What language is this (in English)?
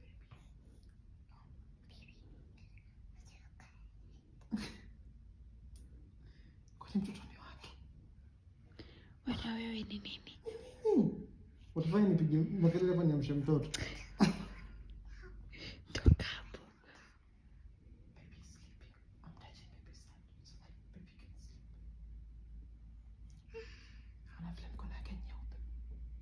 Swahili